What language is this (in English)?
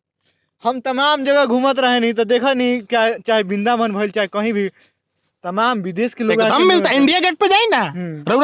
Bhojpuri